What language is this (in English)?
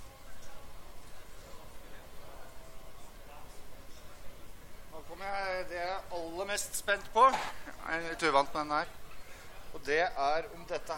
Norwegian